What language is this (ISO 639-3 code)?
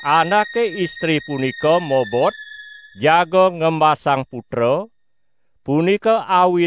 ban